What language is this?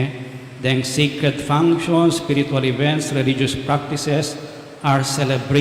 Pampanga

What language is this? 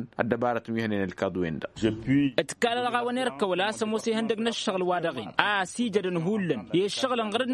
Tamasheq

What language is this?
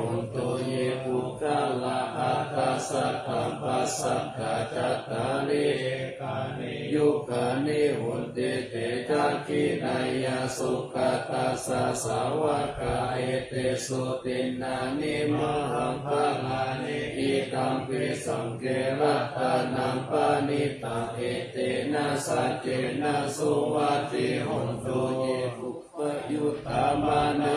Pali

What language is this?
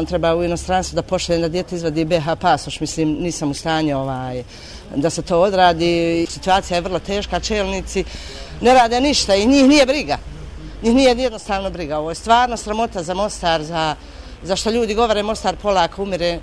Serbian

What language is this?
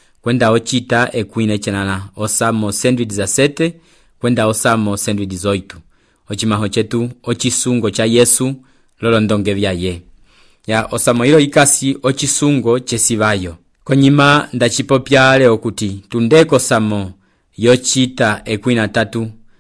Umbundu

